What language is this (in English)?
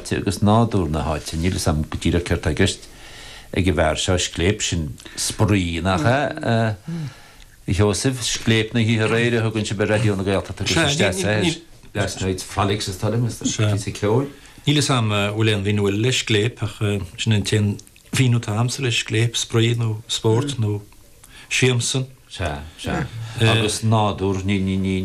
Irish